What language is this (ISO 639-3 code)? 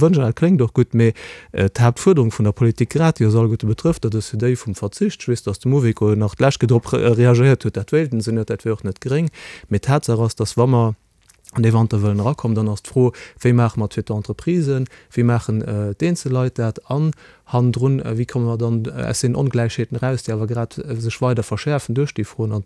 ltz